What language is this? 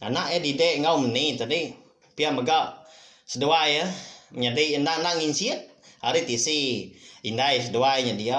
Iban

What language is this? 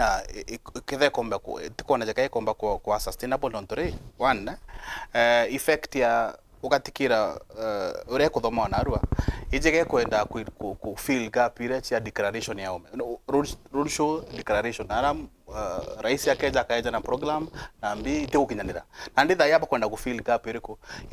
Meru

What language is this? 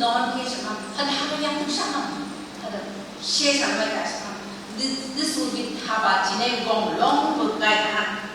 Phom Naga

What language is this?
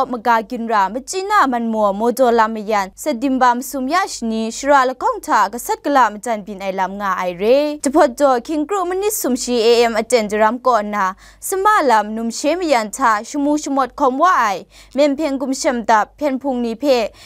Kachin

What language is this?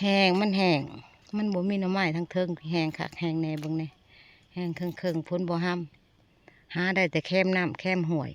Northeastern Thai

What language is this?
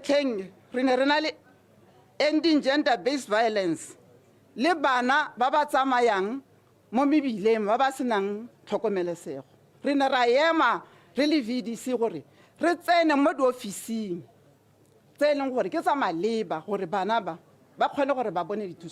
Tswana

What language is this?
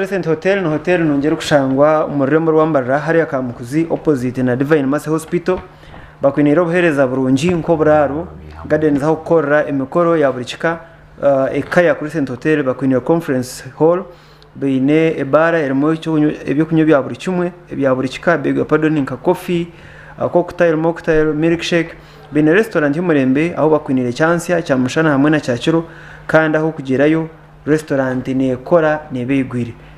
Nyankole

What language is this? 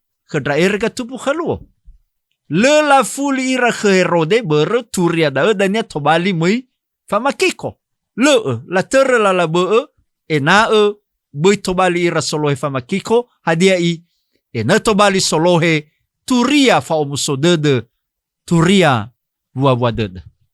Nias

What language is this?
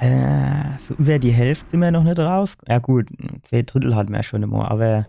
Palatine German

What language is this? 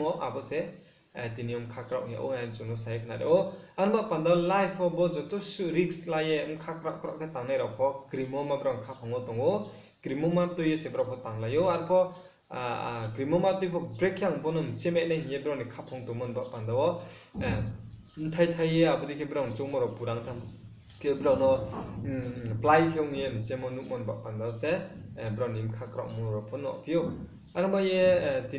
Riang (India)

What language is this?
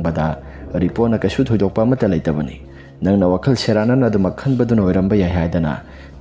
Manipuri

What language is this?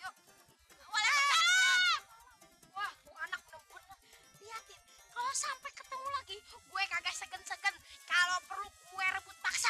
Betawi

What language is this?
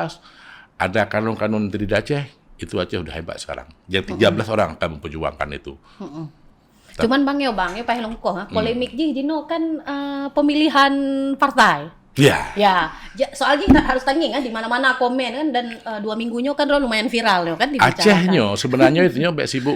Achinese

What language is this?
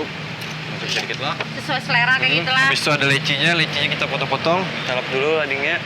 Banjar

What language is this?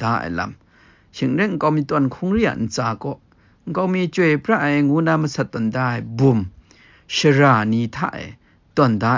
Kachin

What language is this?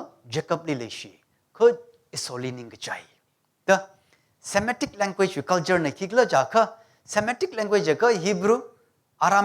Tangkhul Naga (India)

